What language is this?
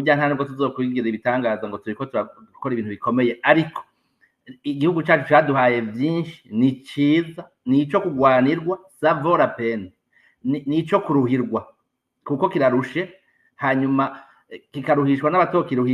Rundi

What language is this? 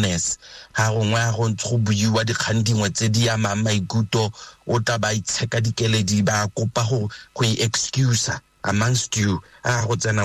Tswana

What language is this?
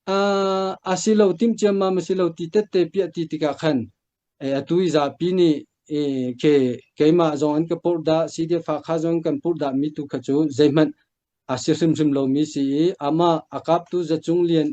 Hakha Chin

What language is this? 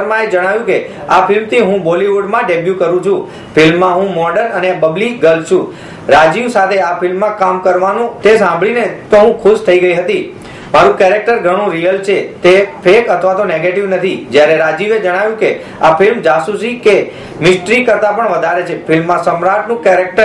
Gujarati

